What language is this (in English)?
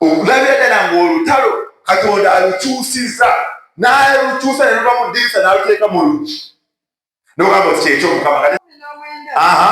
Ganda